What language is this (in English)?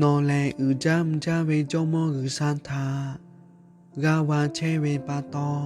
Lahu